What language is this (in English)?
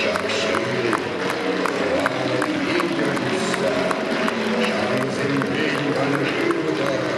Chuvash